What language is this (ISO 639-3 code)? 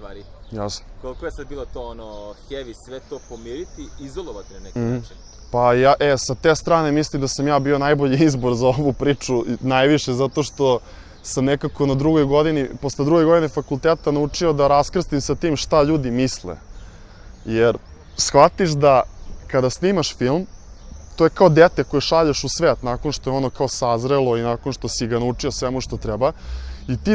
srp